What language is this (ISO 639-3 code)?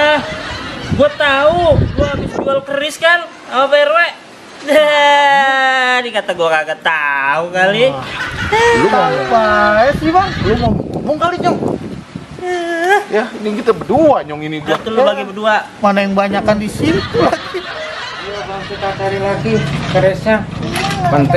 bew